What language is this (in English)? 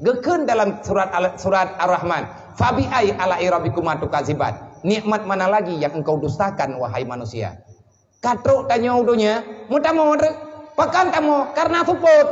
Achinese